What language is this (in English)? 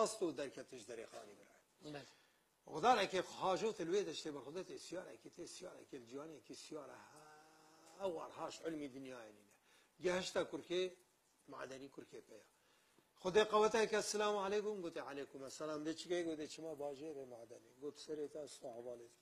Kurdish